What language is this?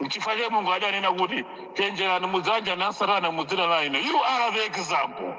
Nyanja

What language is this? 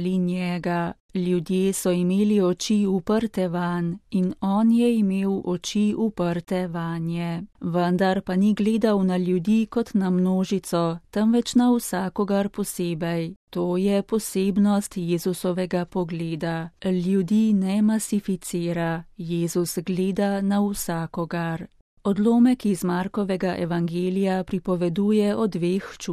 Slovenian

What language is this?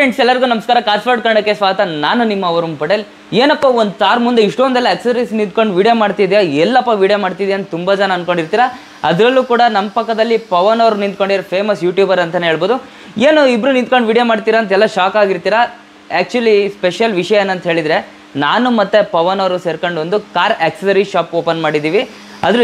Kannada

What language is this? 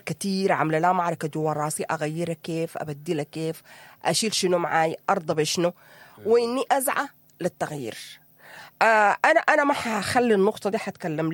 Sudanese Arabic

